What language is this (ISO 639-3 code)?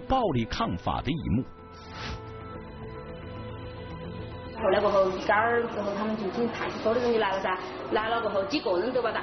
zho